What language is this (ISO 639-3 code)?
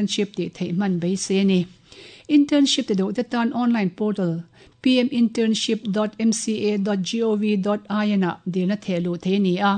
lus